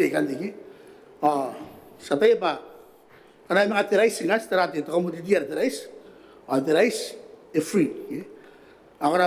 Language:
Gilbertese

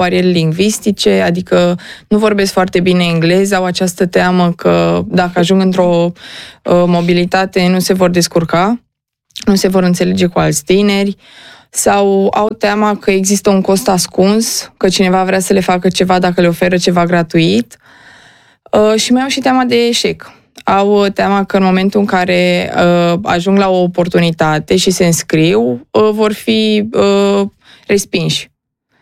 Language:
Romanian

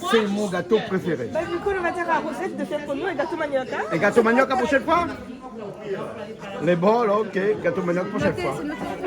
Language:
Réunion Creole French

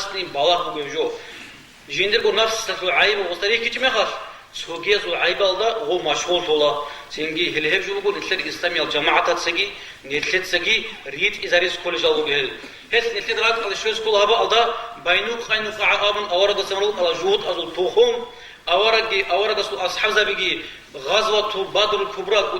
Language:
Avaric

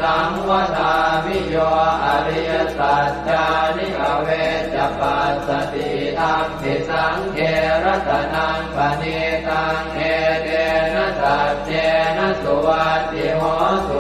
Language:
Pali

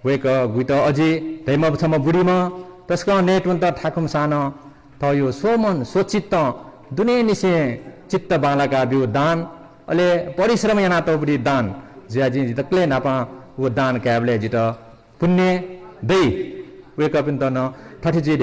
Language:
Newari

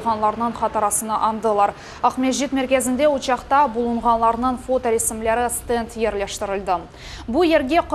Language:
Crimean Tatar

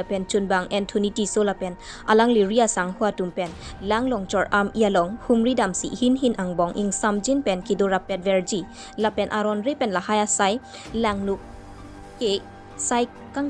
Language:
Karbi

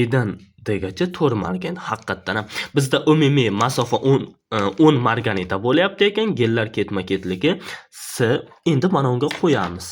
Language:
Uzbek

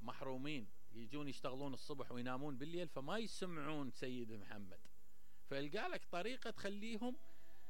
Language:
Mesopotamian Arabic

